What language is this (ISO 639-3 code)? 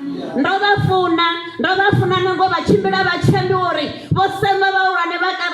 ven